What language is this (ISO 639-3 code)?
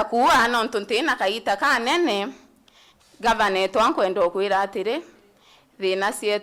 mer